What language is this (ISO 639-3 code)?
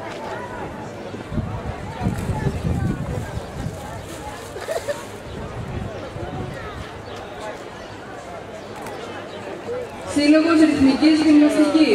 ell